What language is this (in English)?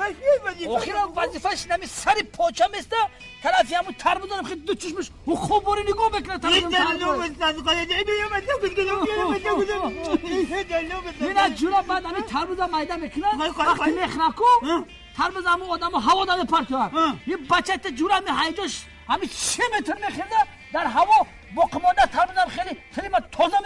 Tajik